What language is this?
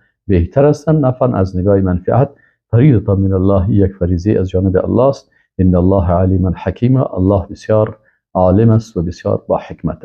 Persian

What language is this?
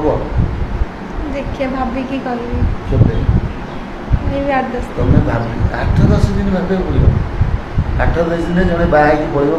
Odia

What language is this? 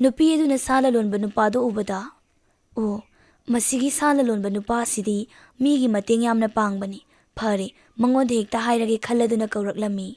Manipuri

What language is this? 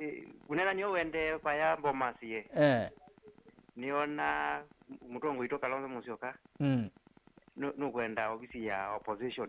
Kamba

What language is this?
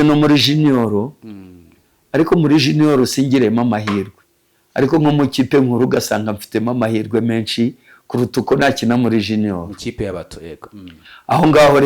Kinyarwanda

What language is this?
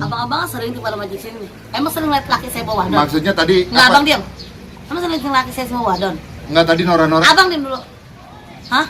Betawi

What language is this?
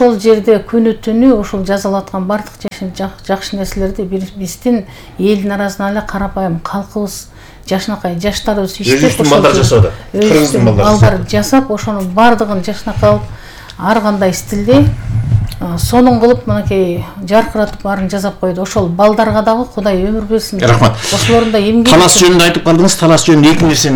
Kyrgyz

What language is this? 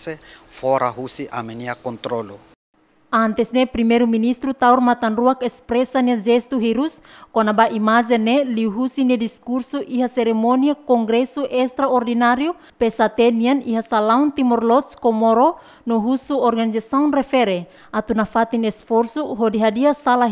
Tetum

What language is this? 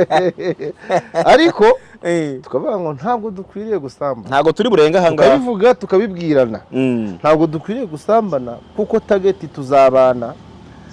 Kinyarwanda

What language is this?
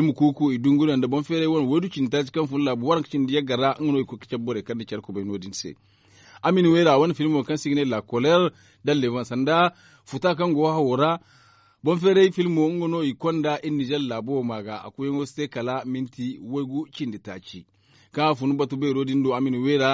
Zarma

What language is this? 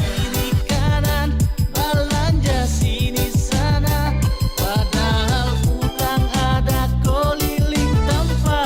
Ambonese Malay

